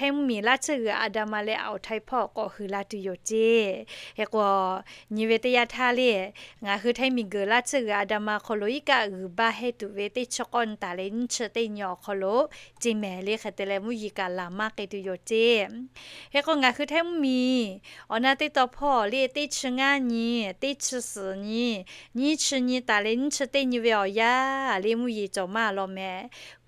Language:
Lahu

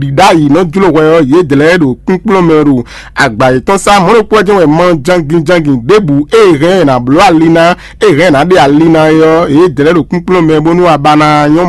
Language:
Fon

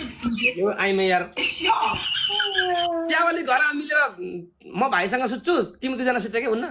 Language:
Nepali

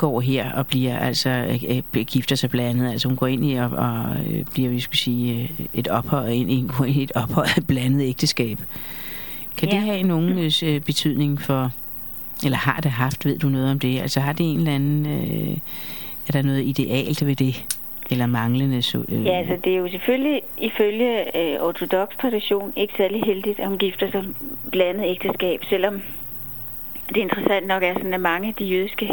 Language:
Danish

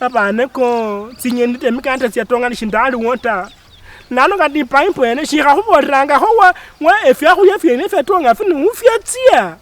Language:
Luyia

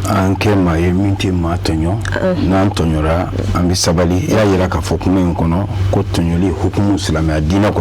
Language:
Bambara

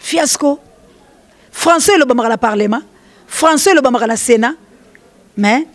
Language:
Lingala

